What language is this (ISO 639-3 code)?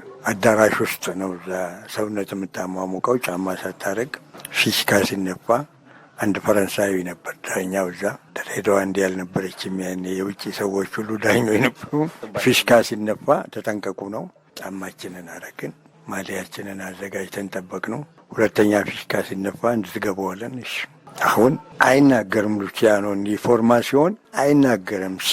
amh